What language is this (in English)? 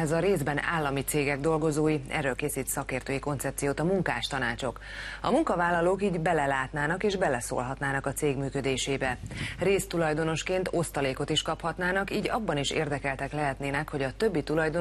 Hungarian